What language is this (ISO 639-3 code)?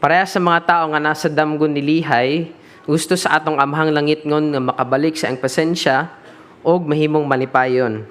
ceb